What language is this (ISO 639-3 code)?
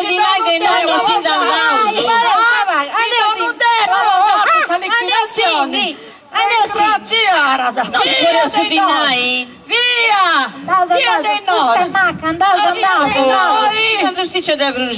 srd